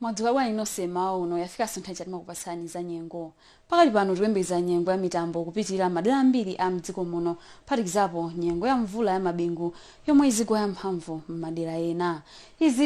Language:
Nyanja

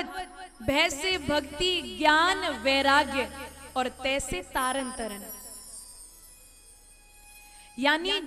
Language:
Hindi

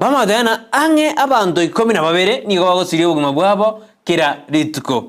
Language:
Gusii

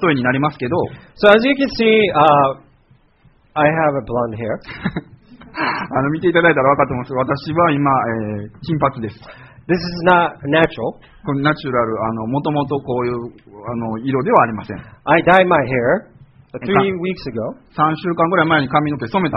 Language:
Japanese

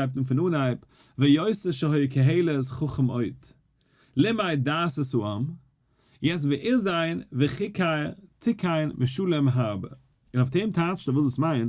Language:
Yiddish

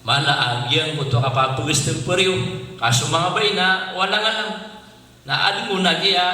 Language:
Maranao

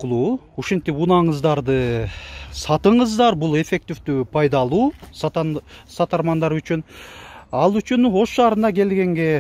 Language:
Kyrgyz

